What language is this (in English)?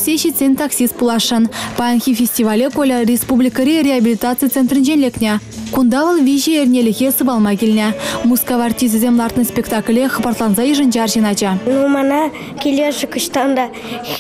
Chuvash